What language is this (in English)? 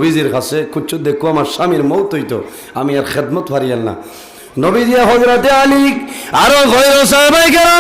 Sylheti